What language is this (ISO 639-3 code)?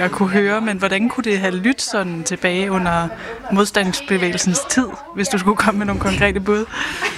dan